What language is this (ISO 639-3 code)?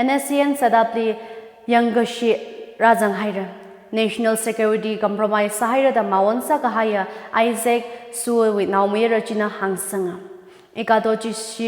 nmf